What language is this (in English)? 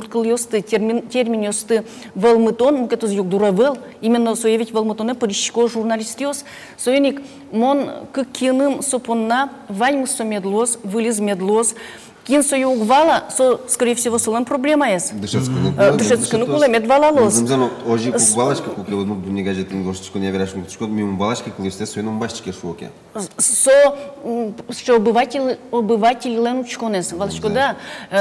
Udmurt